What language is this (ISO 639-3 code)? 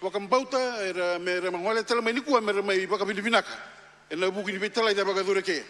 fij